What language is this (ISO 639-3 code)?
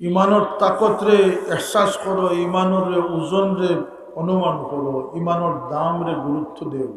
syl